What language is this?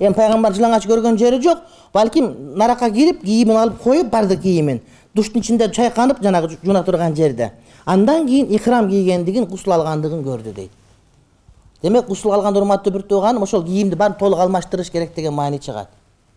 Kyrgyz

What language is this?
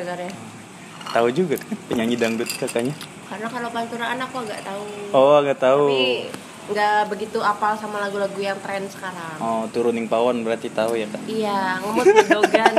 Indonesian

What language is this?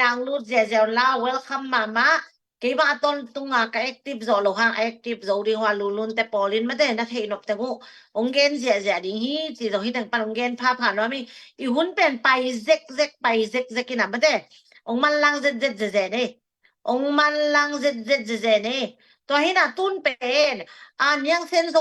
Tedim Chin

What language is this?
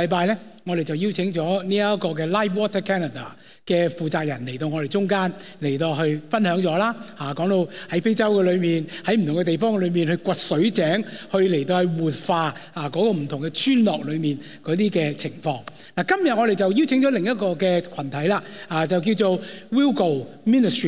Cantonese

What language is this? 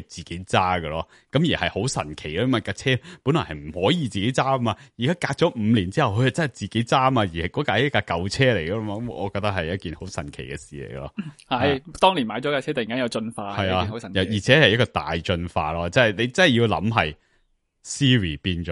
Cantonese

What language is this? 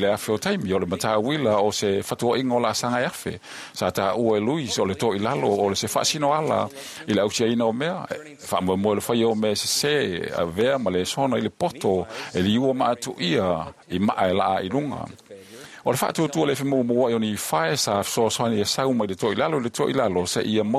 Samoan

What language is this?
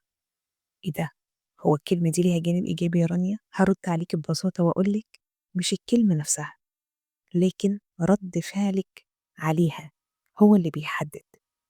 Egyptian Arabic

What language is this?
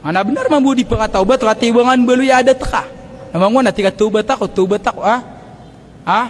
Maranao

